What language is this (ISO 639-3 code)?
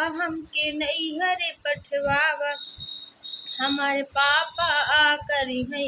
bho